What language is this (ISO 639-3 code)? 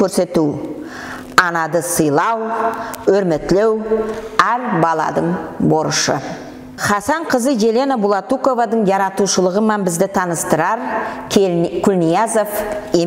nog